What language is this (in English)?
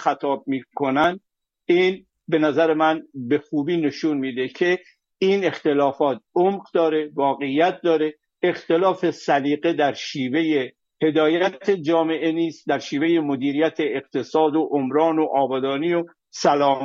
Persian